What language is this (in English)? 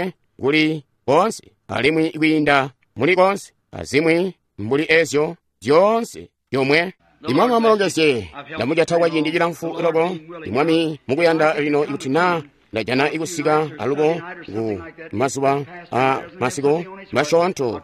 Tonga (Zambia)